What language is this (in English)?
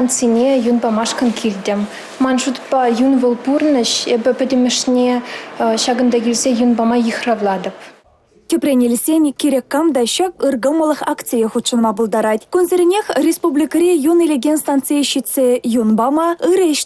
Chuvash